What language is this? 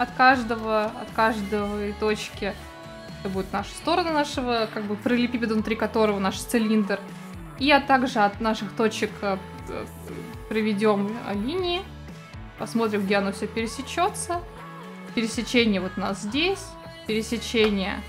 Russian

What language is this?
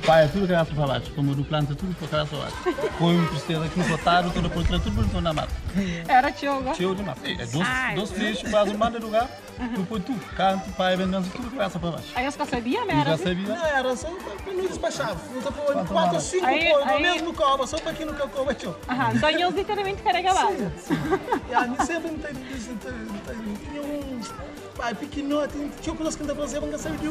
Kabuverdianu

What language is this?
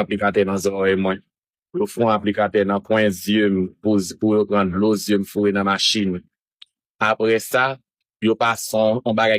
Haitian Creole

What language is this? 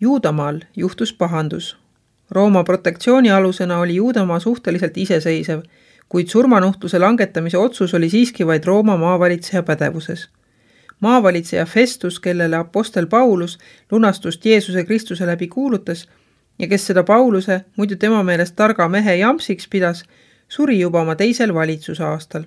Estonian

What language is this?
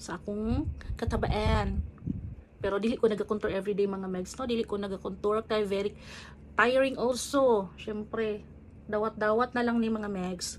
Cebuano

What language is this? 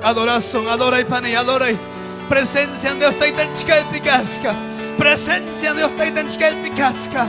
Ayacucho Quechua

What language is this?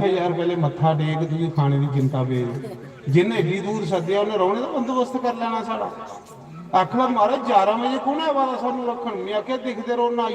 Dogri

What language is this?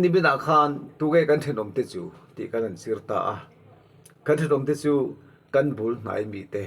Mizo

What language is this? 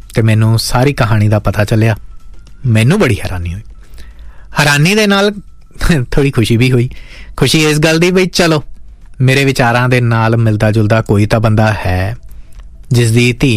Punjabi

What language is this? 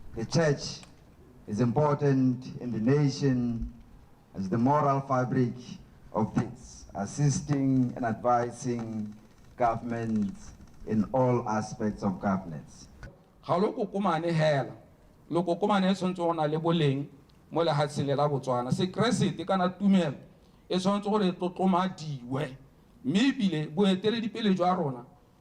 Tswana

